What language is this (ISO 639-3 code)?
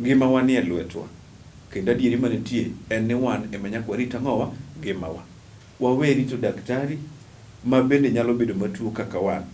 luo